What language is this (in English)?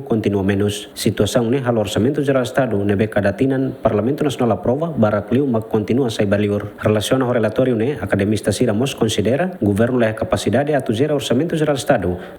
Tetum